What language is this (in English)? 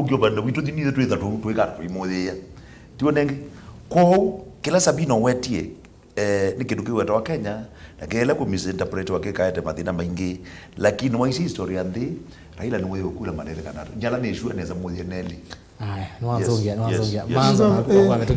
Kamba